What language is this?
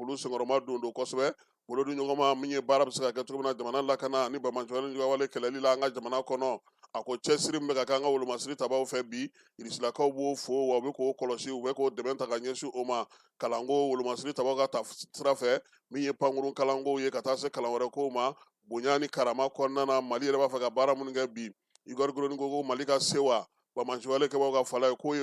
Bambara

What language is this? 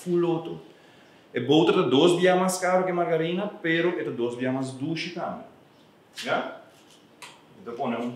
Papiamento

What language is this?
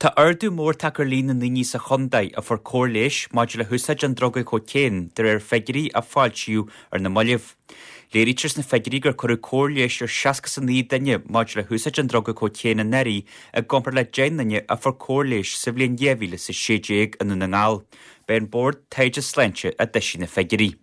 Irish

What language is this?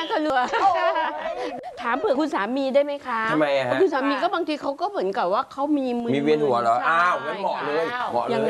Thai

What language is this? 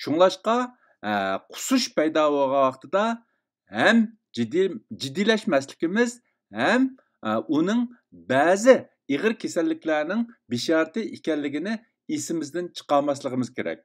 Uyghur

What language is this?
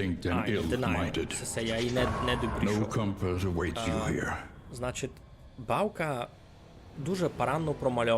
Rusyn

